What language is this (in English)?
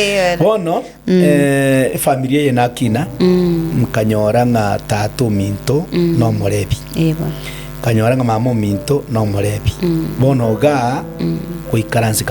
Gusii